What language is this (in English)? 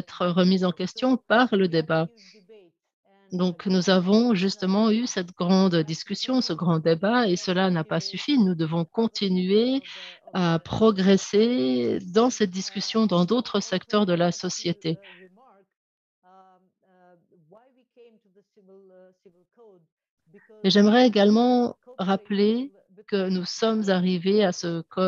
French